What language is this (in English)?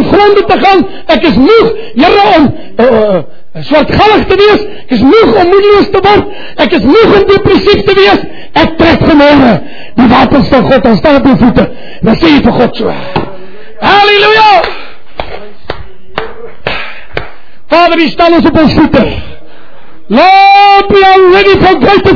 Afrikaans